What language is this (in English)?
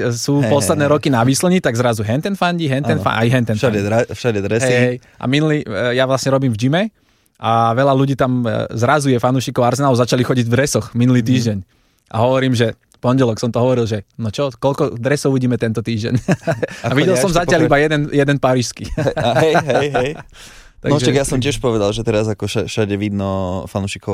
Slovak